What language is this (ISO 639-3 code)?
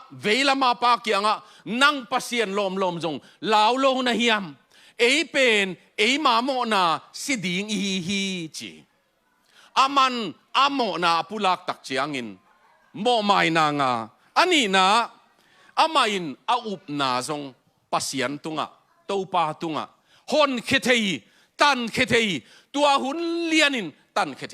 ctd